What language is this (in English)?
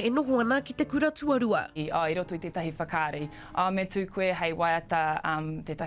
Māori